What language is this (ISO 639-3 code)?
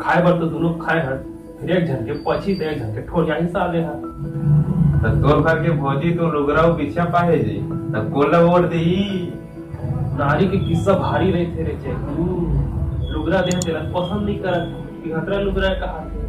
hne